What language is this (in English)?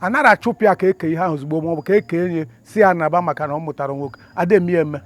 Igbo